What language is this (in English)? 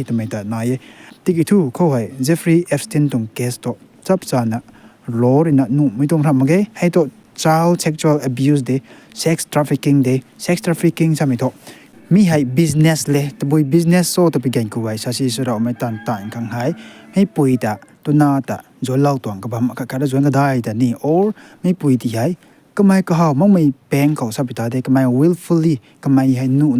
Rongmei Naga